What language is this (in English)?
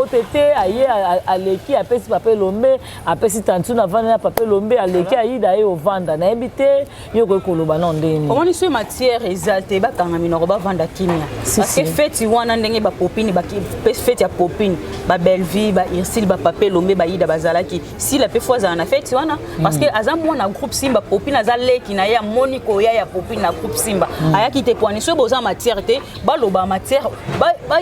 Lingala